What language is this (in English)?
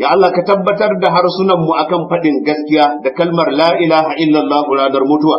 Hausa